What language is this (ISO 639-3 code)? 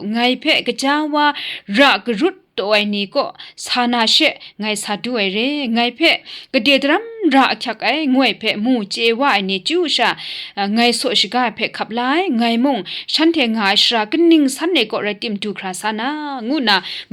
kac